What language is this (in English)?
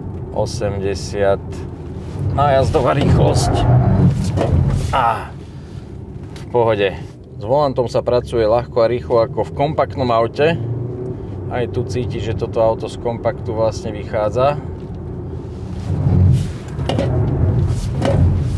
Slovak